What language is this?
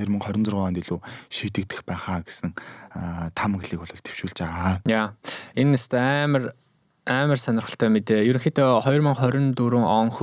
Mongolian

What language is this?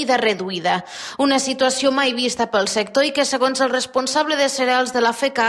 Catalan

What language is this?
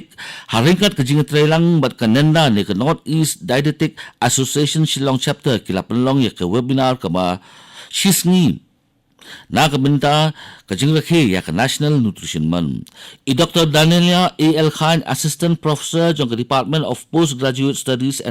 Khasi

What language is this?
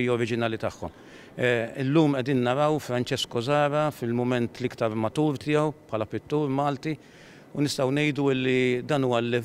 Maltese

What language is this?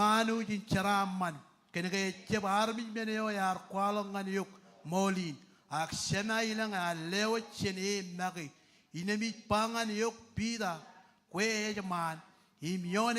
Marshallese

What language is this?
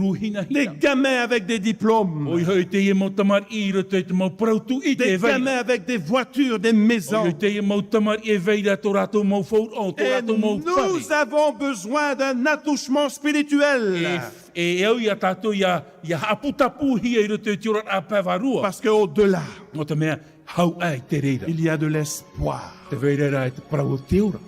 Tahitian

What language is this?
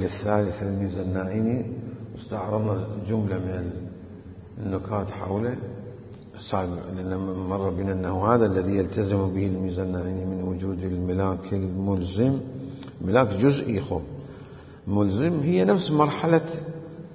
Mesopotamian Arabic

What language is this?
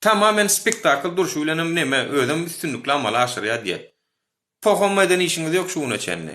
Turkmen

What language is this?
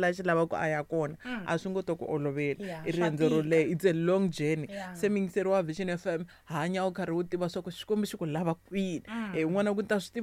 Tsonga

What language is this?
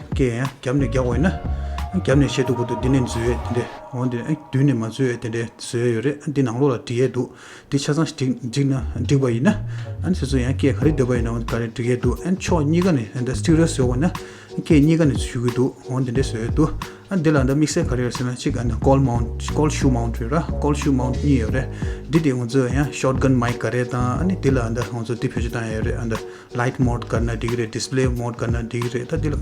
Tibetan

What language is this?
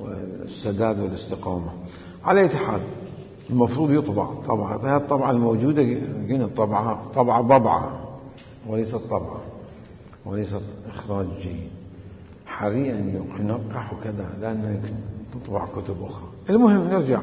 Mesopotamian Arabic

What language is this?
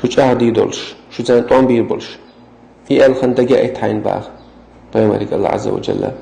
Chechen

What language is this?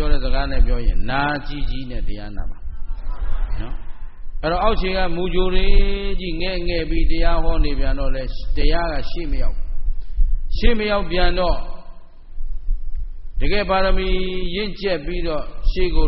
Burmese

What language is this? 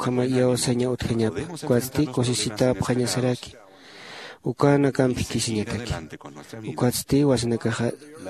Aymara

